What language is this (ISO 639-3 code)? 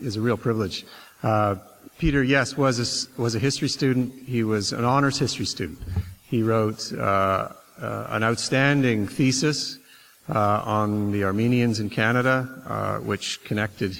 eng